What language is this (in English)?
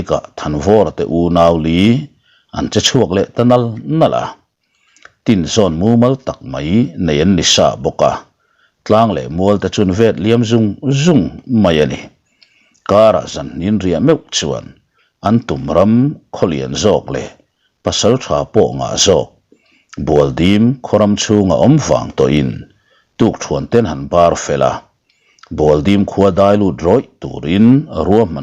Mizo